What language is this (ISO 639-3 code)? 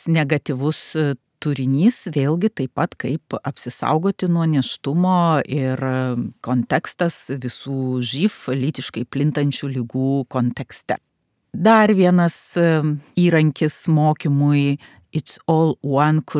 lit